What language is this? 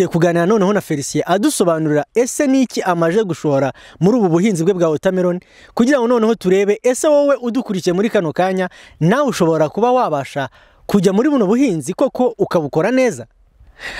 Kinyarwanda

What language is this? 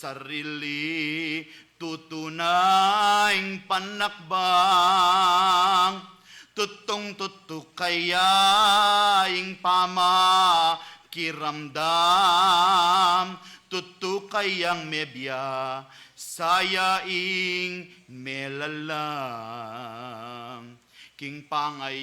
Pampanga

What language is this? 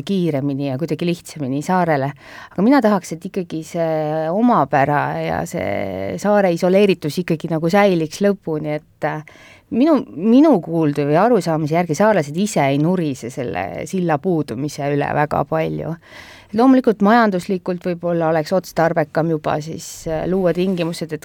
Estonian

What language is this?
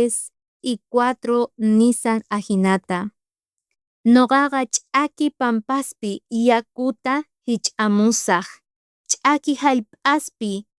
South Bolivian Quechua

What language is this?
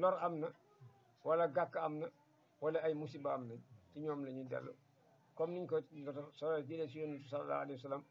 Wolof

